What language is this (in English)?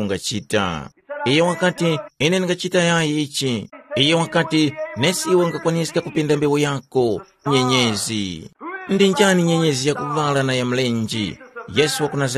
Tumbuka